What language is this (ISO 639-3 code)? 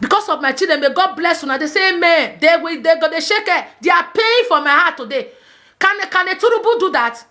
pcm